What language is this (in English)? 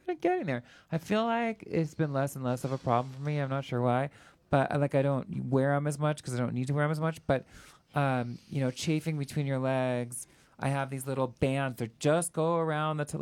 English